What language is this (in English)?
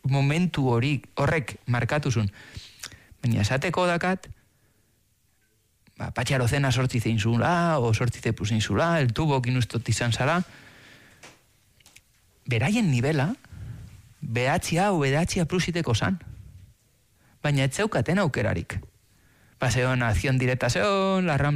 Basque